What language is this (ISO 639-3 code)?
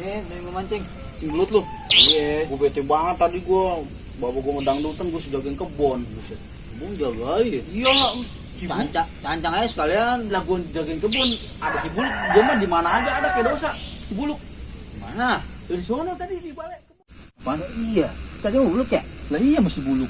bew